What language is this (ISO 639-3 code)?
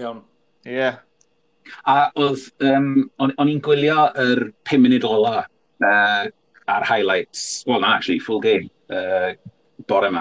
cym